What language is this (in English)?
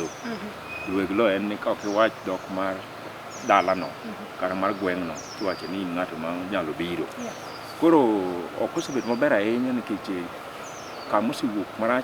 Luo (Kenya and Tanzania)